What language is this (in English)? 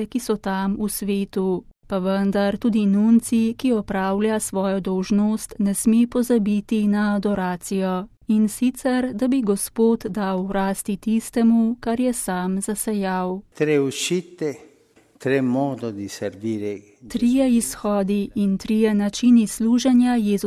Slovenian